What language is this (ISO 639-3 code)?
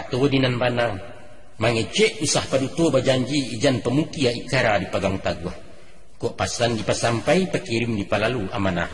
min